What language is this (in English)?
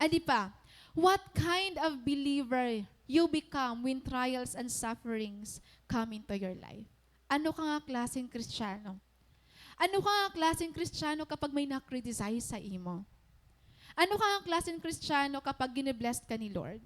Waray